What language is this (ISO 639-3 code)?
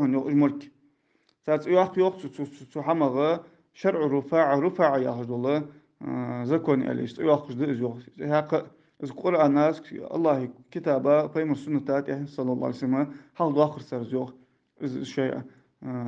inh